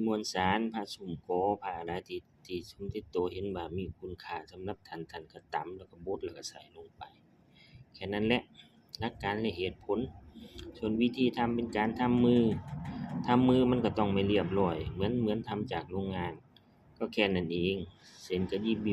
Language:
Lao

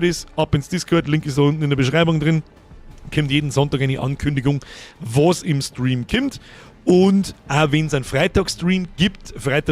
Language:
Bavarian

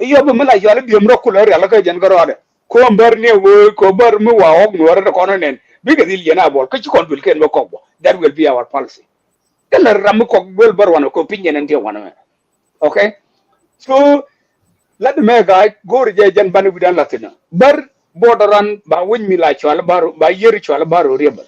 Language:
Nuer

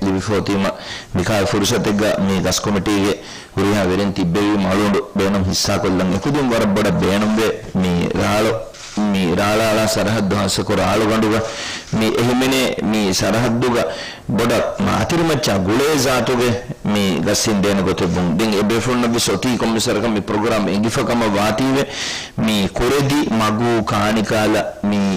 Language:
Divehi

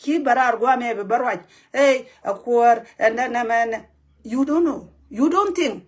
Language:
Nuer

